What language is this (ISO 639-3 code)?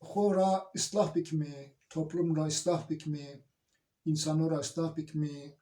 zza